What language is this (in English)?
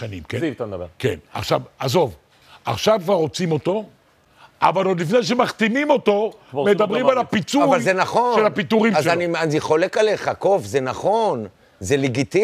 Hebrew